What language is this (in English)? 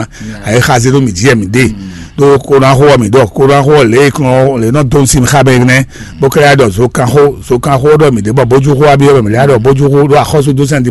Fon